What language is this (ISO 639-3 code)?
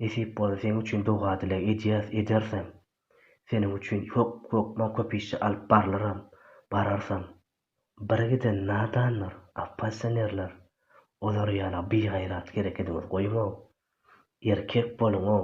tuk